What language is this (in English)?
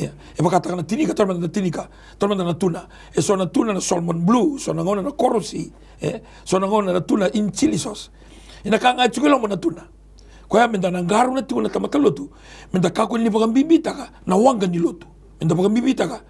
Fijian